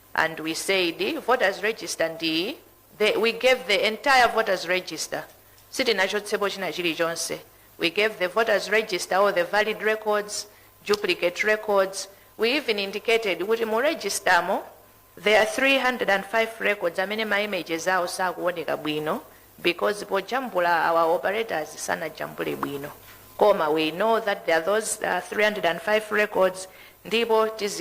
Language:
Nyanja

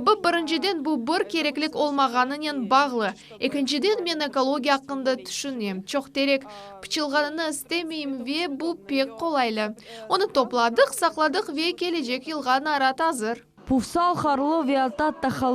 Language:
Crimean Tatar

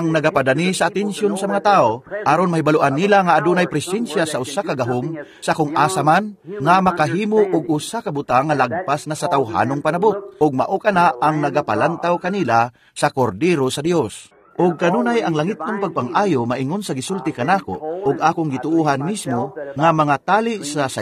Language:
Cebuano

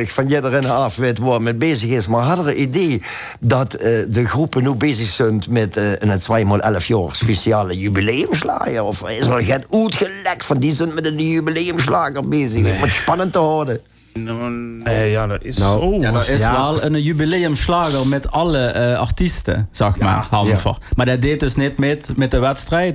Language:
Limburgish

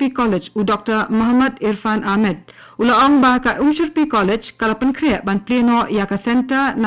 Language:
Khasi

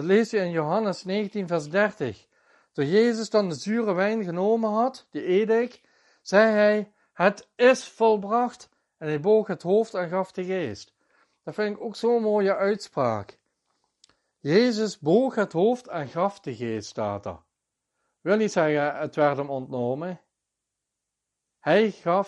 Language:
Dutch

